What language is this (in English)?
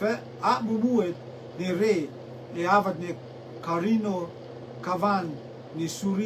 Rotuman